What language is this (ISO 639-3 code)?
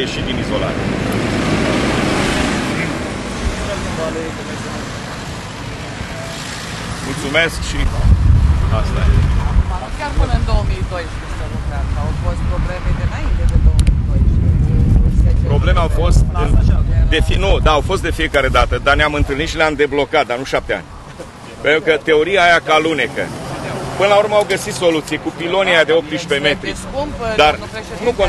ron